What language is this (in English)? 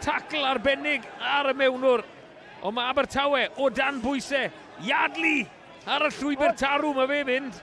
Welsh